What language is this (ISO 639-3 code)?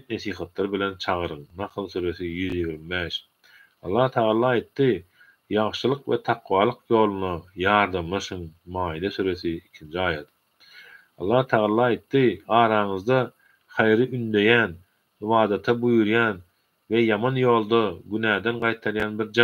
tuk